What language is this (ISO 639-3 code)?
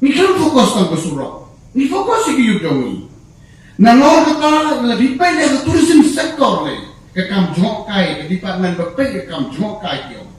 kha